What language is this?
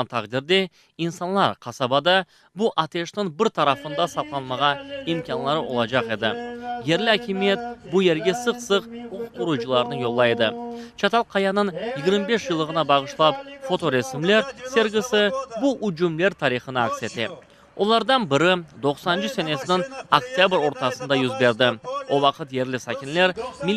Crimean Tatar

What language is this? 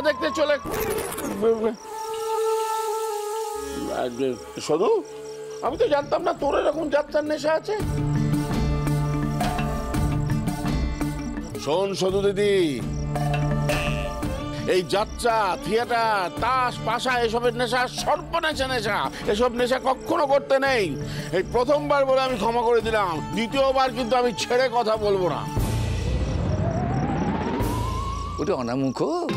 Bangla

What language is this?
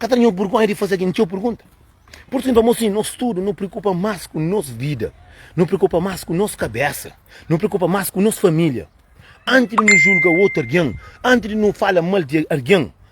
Kabuverdianu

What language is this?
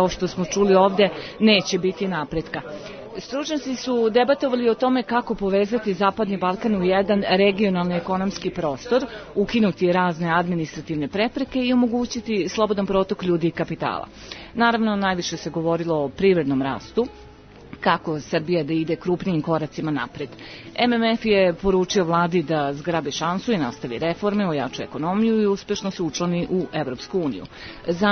Serbian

